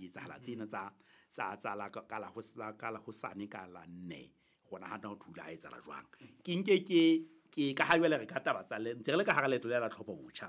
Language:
Southern Sotho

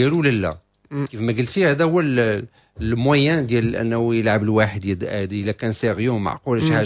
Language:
Moroccan Arabic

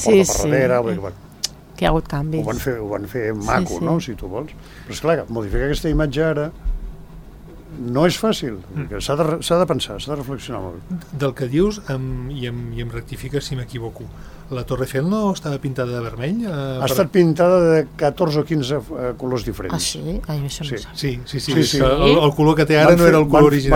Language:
Catalan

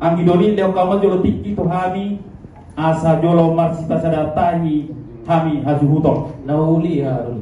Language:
Batak Toba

